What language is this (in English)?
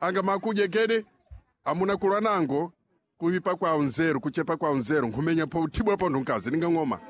Sena